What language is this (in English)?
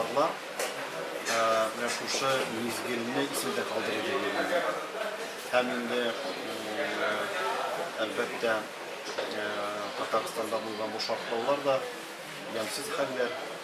Tatar